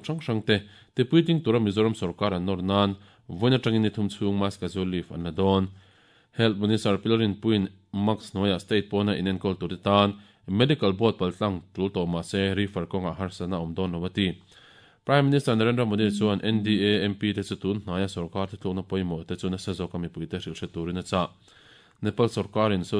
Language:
Mizo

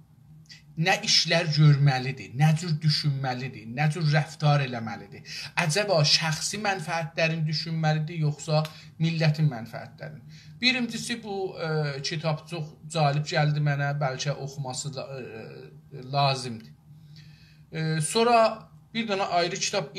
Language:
South Azerbaijani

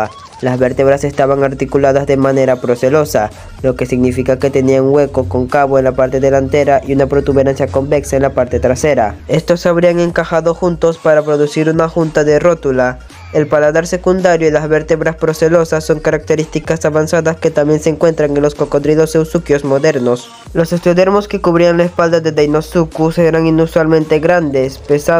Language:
Spanish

